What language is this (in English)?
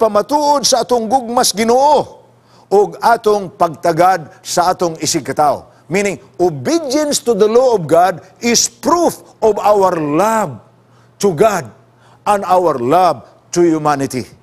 Cebuano